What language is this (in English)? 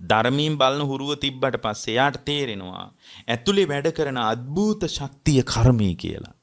Sinhala